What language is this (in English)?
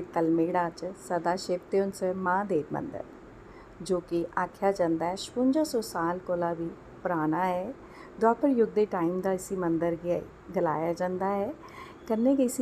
Dogri